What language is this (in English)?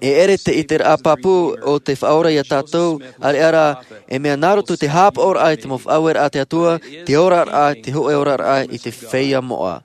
Tahitian